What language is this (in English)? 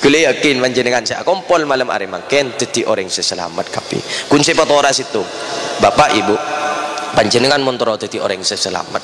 Madurese